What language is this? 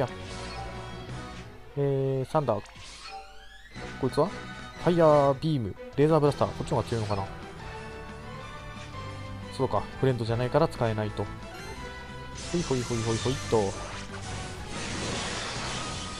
Japanese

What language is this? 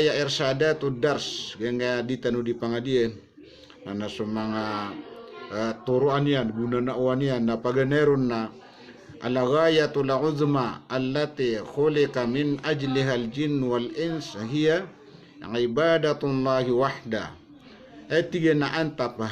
Maranao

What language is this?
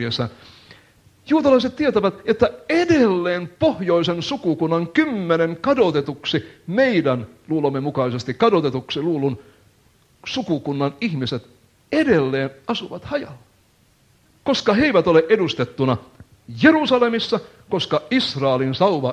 Finnish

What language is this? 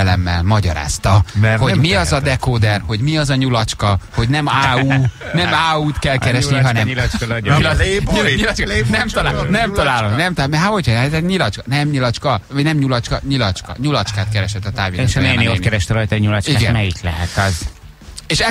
Hungarian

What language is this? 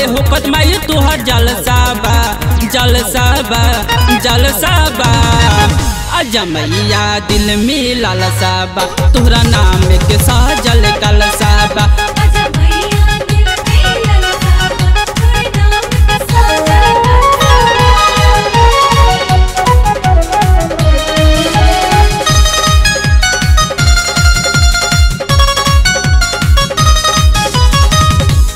Bhojpuri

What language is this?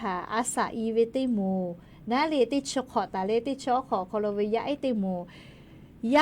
Lahu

